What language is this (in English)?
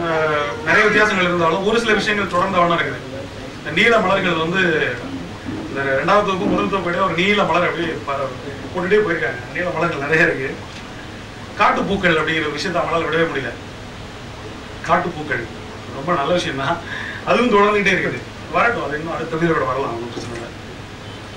Tamil